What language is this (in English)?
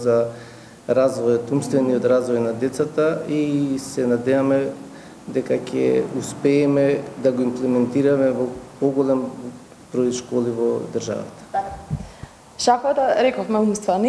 Macedonian